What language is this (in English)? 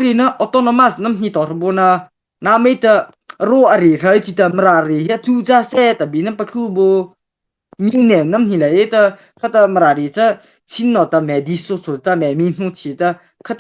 Mara Chin